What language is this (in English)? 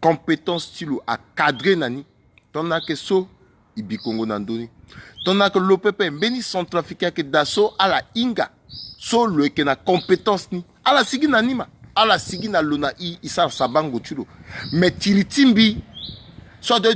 Sango